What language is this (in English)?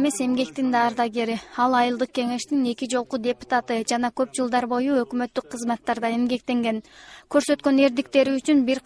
Kyrgyz